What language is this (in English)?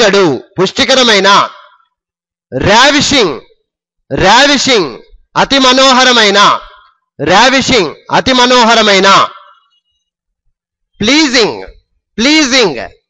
Telugu